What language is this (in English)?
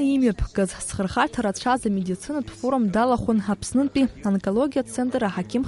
Abkhazian